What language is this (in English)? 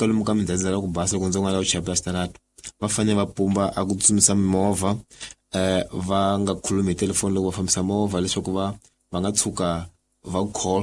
Tsonga